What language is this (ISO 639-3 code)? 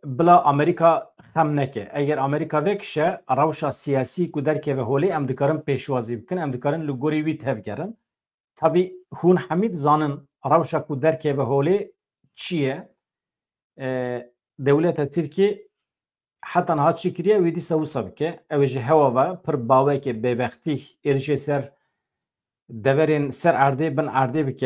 kur